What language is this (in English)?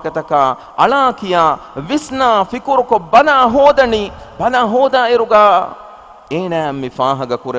Divehi